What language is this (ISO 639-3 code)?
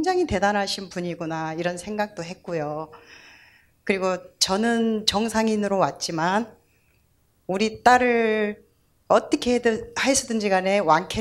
kor